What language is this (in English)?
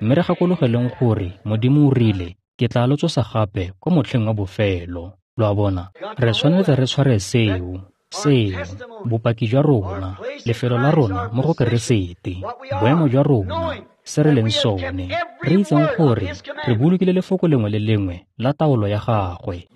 Tswana